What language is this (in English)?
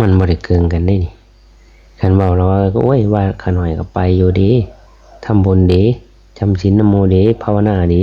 Northeastern Thai